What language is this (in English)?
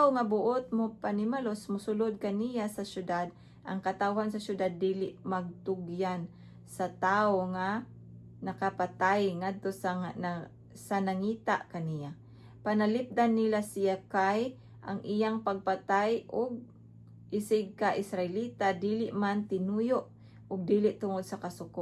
Cebuano